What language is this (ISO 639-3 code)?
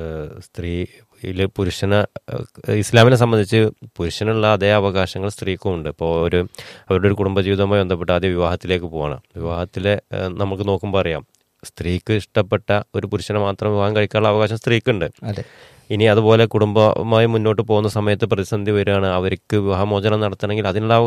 mal